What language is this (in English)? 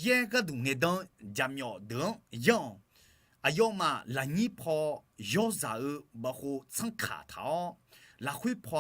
Akha